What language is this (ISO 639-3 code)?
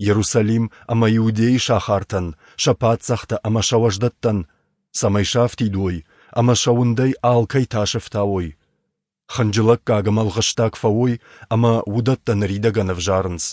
oss